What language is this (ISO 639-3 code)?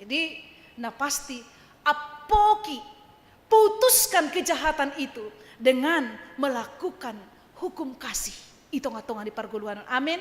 bts